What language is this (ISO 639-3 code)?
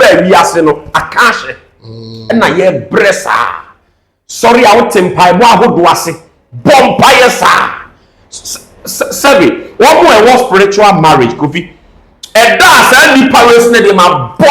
aka